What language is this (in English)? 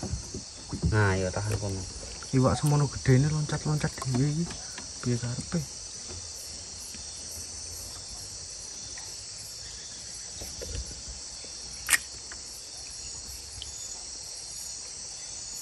Indonesian